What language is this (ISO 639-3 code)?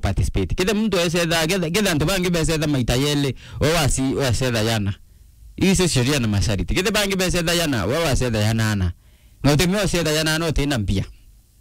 mer